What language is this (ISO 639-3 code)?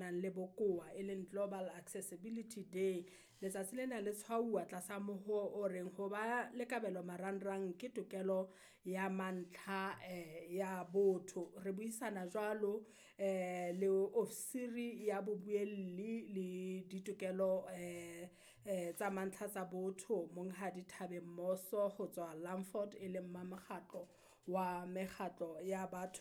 sot